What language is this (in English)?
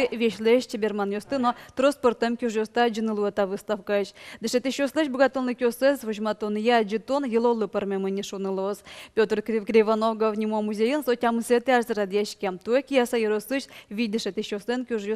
Udmurt